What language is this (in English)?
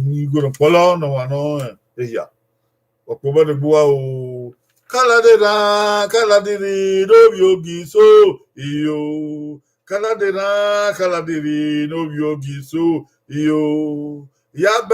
Bini